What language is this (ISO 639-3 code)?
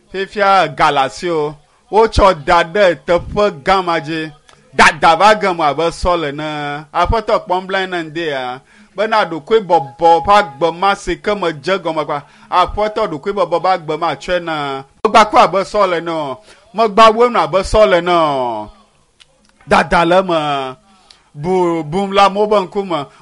ewe